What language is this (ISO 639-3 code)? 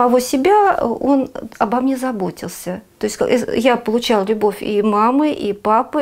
rus